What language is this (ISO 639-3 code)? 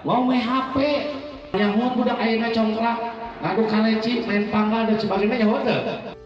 sun